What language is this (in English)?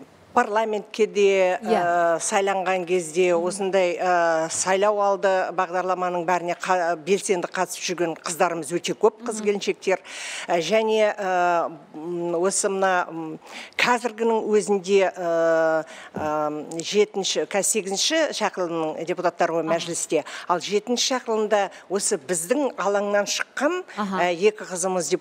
Kazakh